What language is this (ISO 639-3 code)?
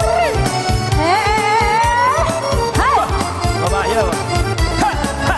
min